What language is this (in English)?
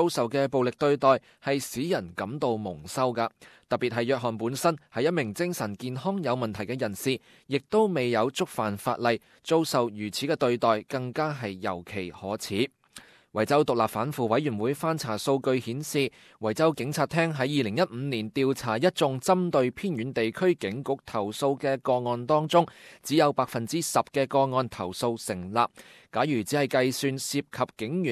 Cantonese